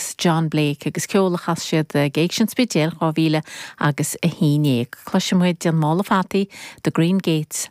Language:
Irish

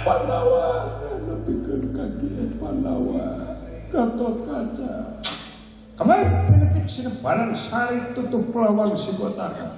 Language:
Sundanese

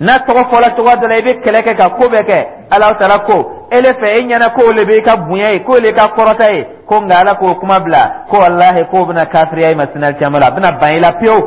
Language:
Dyula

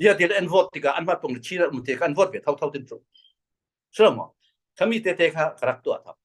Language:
Falam Chin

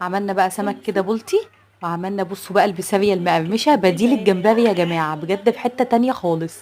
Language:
Egyptian Arabic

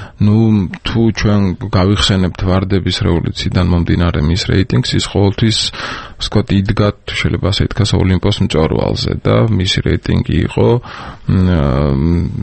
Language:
Georgian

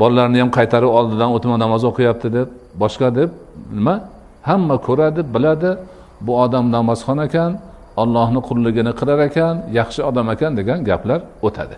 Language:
Uzbek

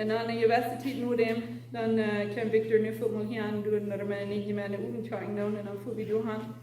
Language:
Plautdietsch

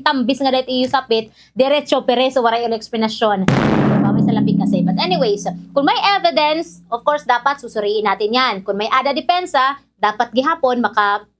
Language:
Waray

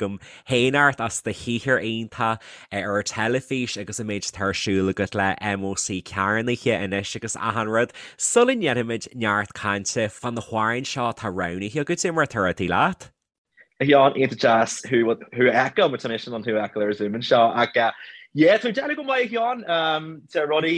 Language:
Irish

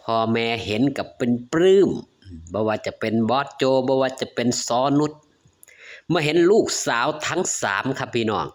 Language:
Northeastern Thai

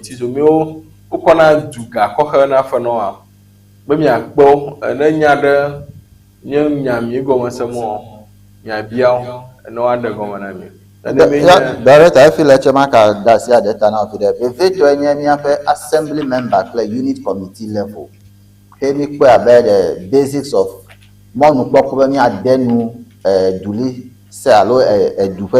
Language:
Ewe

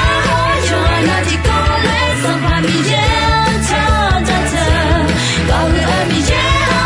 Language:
Akha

